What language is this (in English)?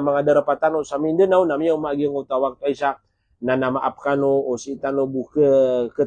Maranao